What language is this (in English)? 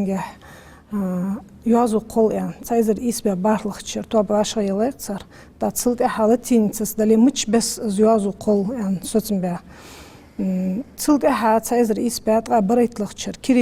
Ingush